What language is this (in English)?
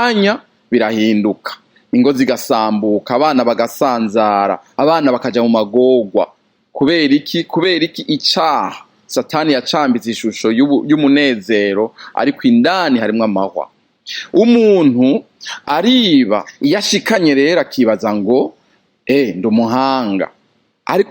Rundi